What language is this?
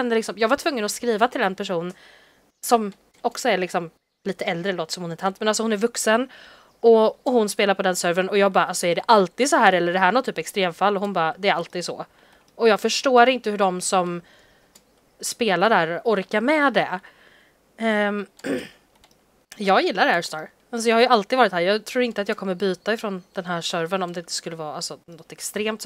Swedish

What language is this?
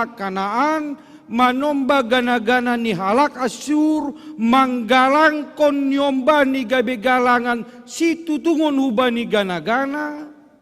Batak Simalungun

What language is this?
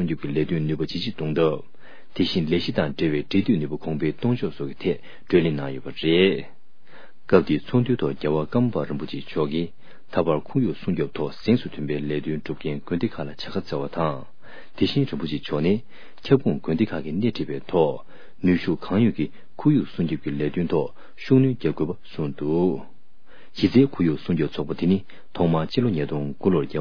Tibetan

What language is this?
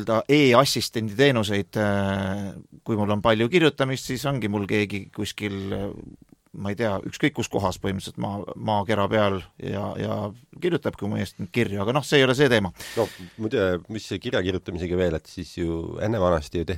Estonian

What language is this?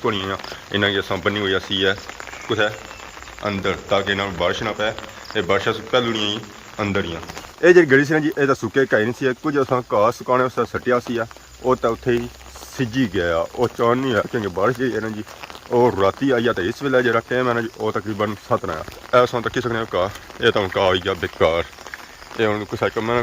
Pahari-Potwari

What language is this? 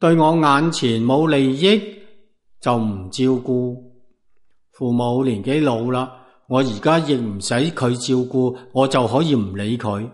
Cantonese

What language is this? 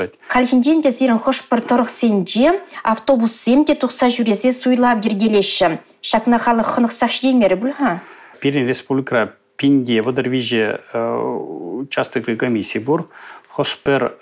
Chuvash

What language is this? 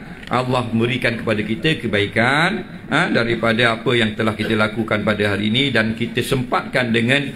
Malay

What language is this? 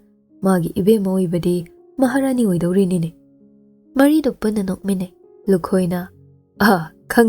Manipuri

